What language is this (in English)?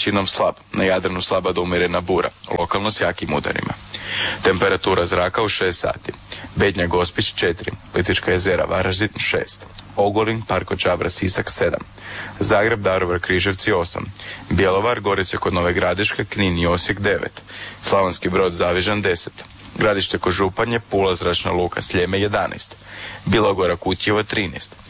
Croatian